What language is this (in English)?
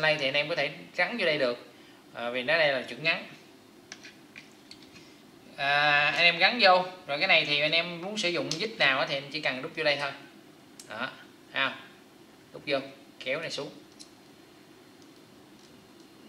Vietnamese